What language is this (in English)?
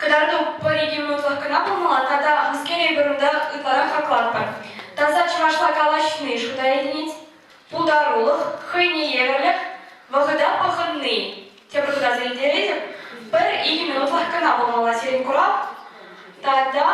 Chuvash